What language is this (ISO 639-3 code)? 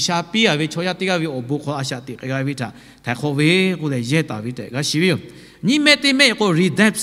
lhu